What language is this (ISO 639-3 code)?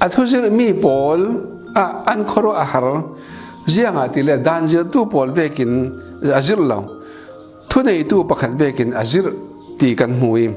cfm